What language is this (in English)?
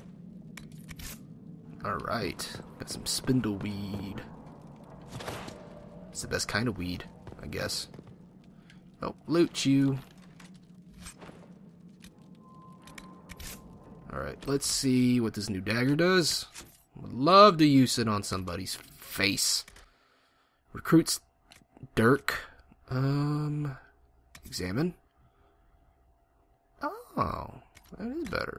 English